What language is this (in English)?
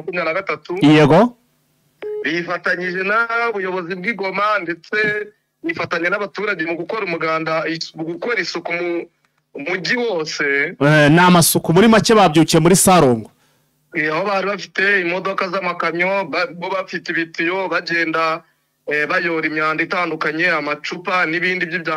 Kinyarwanda